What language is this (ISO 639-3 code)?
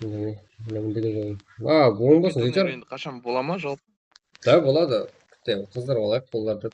kaa